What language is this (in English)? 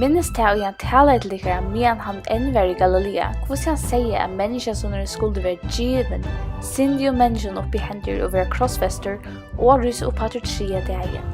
Faroese